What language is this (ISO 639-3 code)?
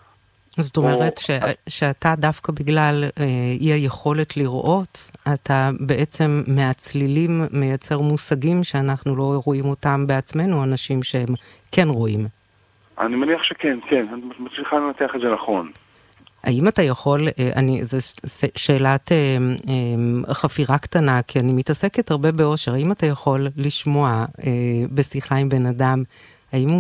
heb